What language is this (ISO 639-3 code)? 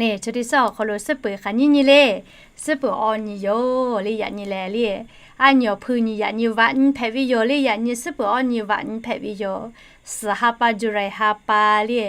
lhu